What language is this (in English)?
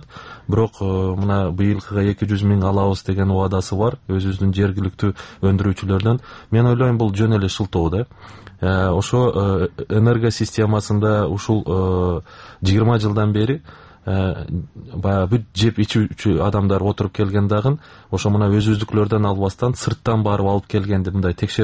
Kyrgyz